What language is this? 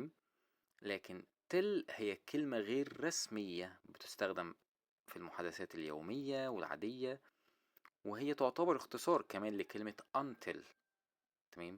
Egyptian Arabic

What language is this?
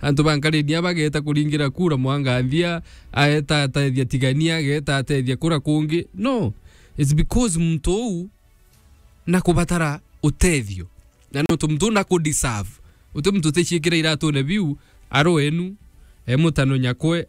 Meru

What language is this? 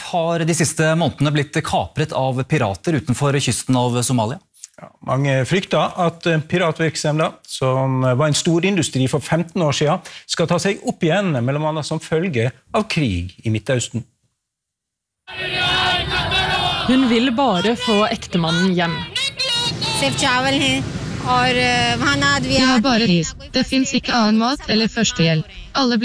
Norwegian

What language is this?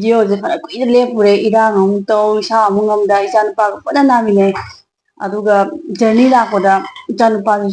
Manipuri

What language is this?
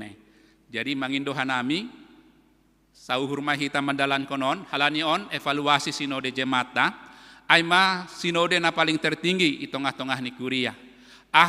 Batak Simalungun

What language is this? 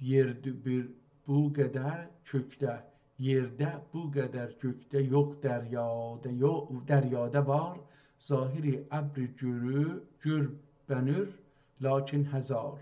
South Azerbaijani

